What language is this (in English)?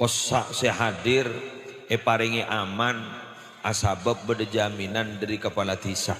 Madurese